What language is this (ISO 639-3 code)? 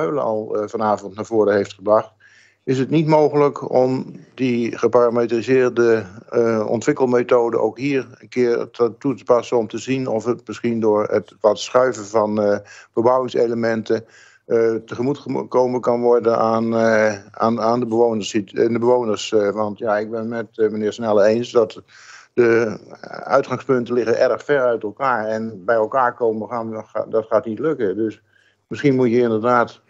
nld